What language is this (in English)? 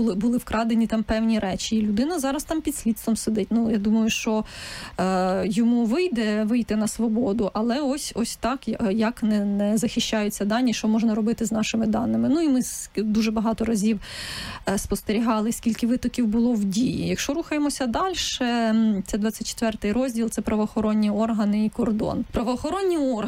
Ukrainian